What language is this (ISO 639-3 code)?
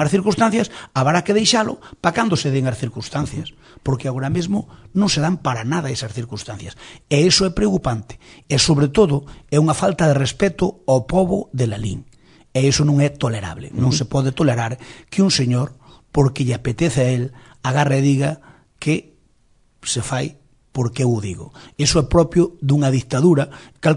glg